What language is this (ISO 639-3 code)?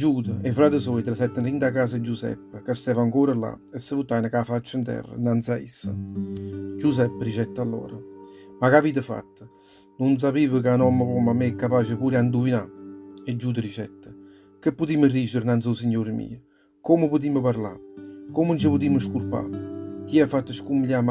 nap